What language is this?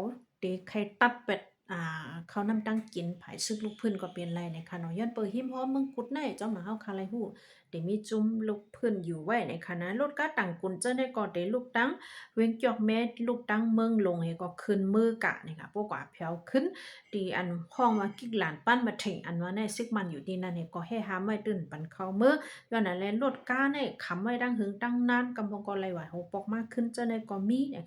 Shan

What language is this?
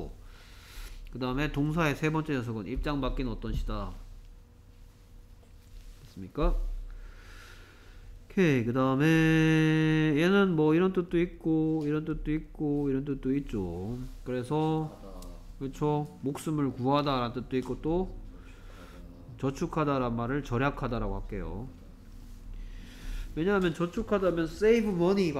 Korean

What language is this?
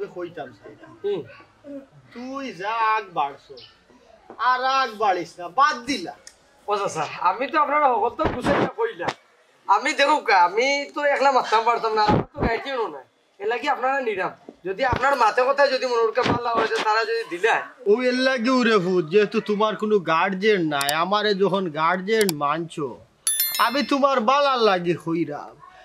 Sylheti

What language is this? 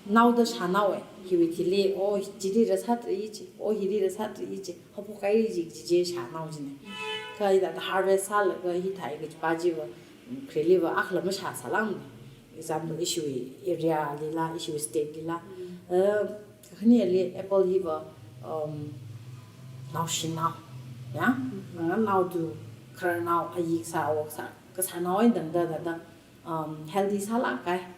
Tangkhul Naga (India)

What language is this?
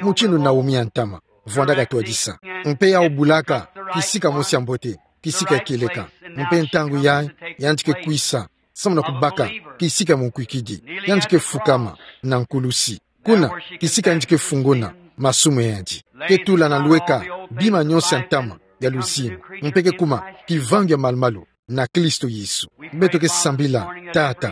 Kituba (Democratic Republic of Congo)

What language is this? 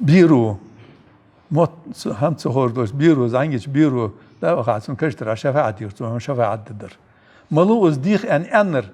Ingush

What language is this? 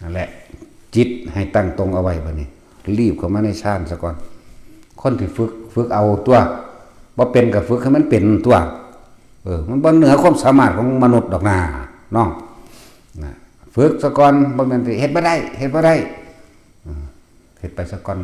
Northeastern Thai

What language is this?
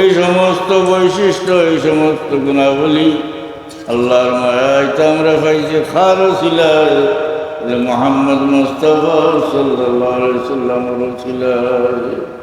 Sylheti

